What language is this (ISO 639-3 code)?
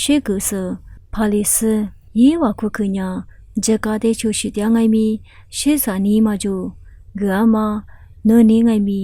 lis